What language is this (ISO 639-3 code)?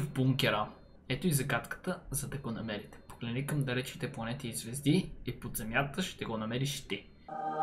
bul